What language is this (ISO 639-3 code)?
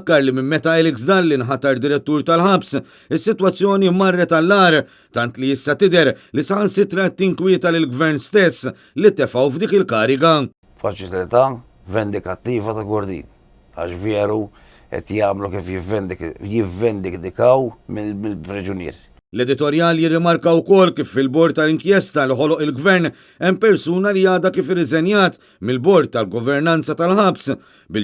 mlt